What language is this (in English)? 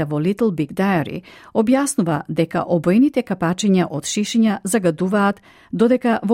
Macedonian